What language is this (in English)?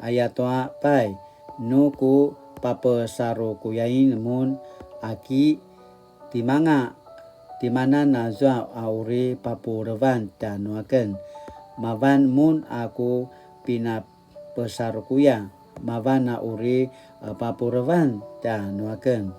Paiwan